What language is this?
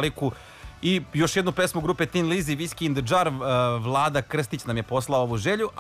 Serbian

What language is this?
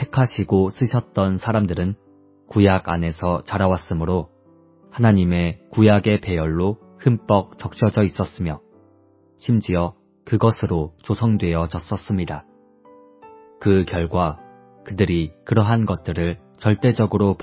Korean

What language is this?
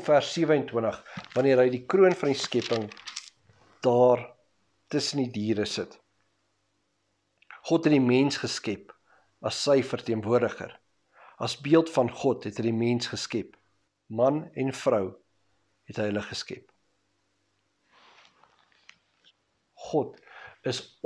Afrikaans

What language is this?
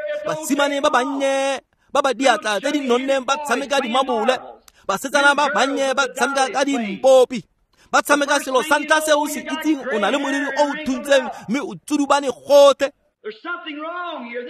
Tswana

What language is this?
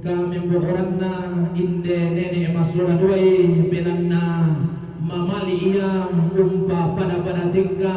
Toraja-Sa'dan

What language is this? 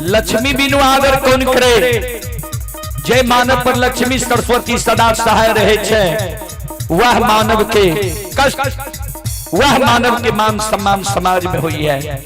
Maithili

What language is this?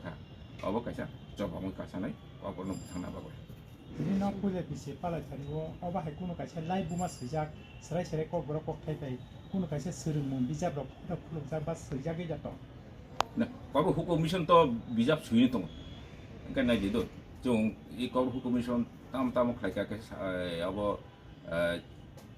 Kok Borok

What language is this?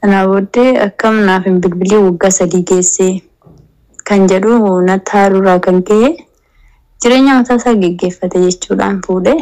Oromo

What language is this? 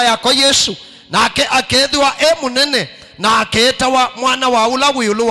Kamba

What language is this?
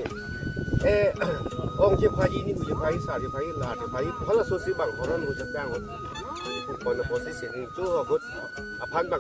Karbi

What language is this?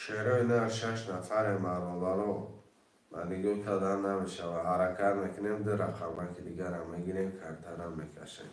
Tajik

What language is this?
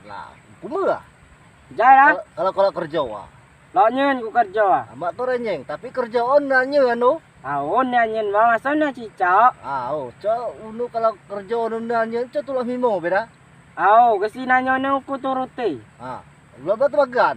Rejang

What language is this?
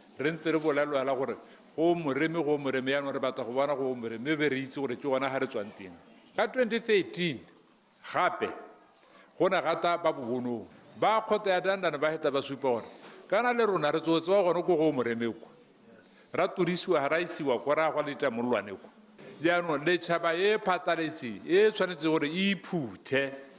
Tswana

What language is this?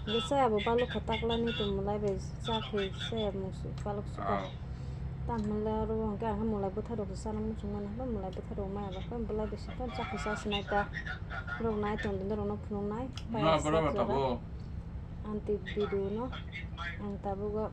Kok Borok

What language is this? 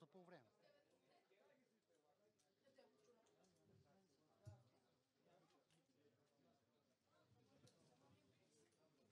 Bulgarian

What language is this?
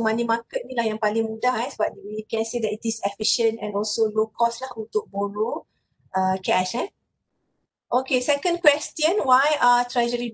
Malay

